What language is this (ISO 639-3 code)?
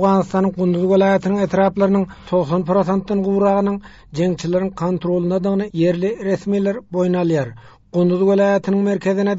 tuk